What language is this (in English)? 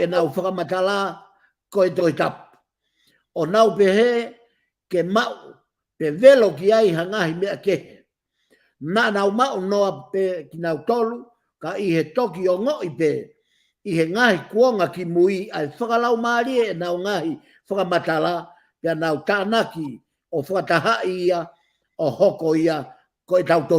Tongan